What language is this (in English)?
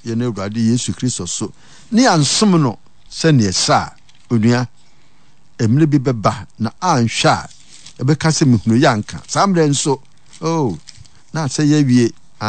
Akan